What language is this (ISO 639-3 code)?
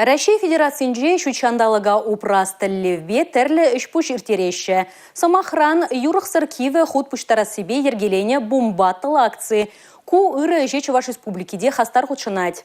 chv